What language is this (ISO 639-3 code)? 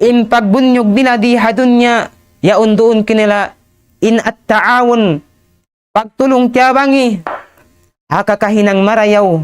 tsg